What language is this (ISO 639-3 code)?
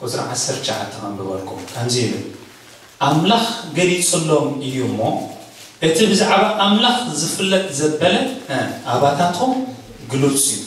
tir